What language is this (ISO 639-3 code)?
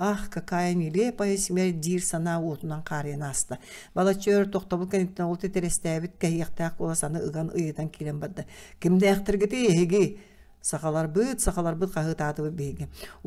sah